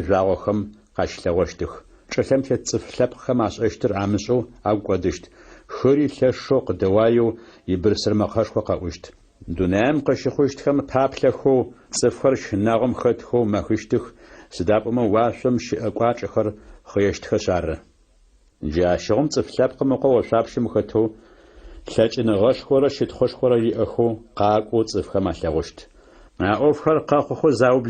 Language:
Adyghe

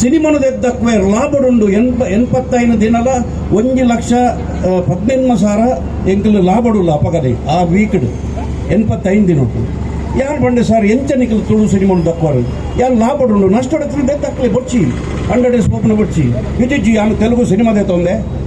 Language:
Tulu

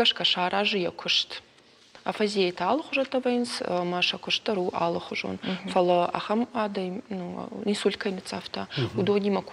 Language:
Ossetic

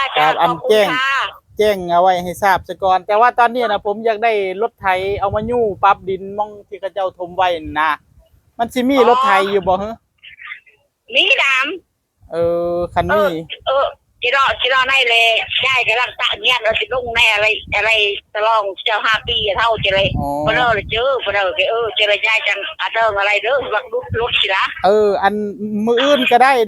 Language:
Northeastern Thai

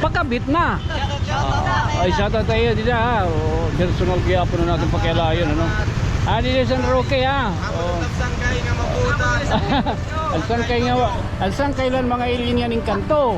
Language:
Waray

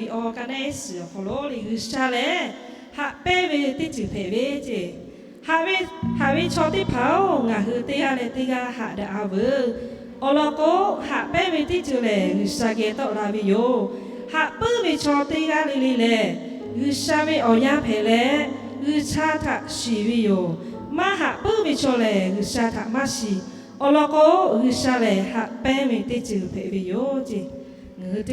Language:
Lahu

